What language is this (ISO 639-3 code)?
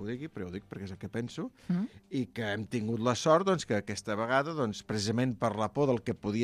cat